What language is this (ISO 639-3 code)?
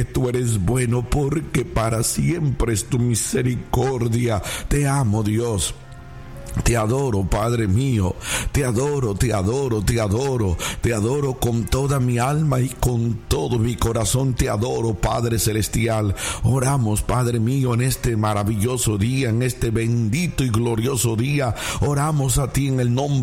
spa